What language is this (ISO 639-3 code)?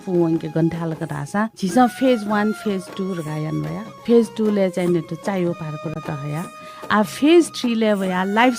new